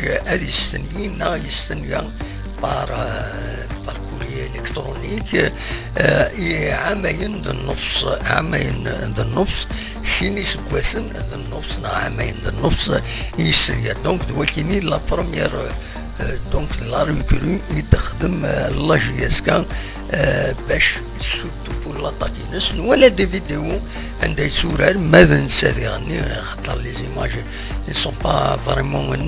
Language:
Kabyle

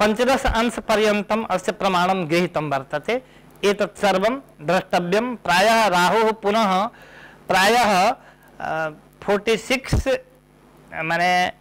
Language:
Sanskrit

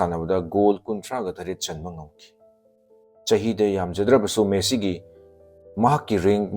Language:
Manipuri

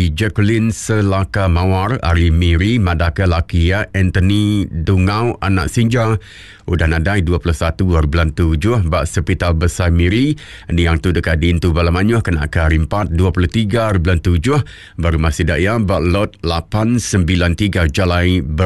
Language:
Iban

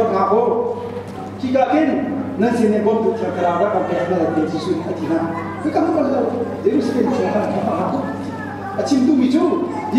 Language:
Hakha Chin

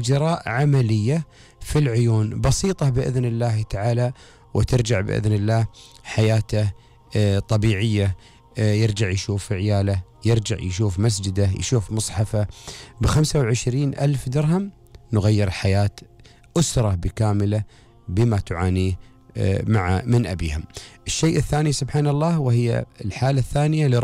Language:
Gulf Arabic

